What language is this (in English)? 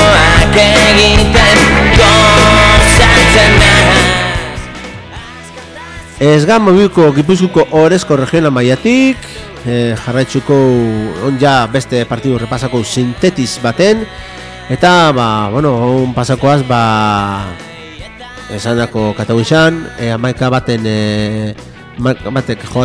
Basque